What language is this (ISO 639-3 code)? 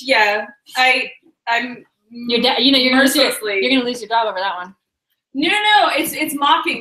eng